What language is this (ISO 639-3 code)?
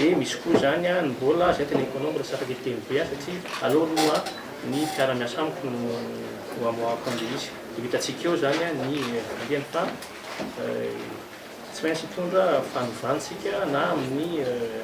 mlg